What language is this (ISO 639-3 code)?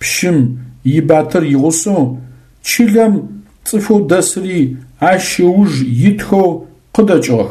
ady